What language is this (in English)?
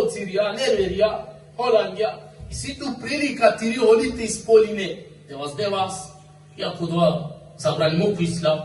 Balkan Romani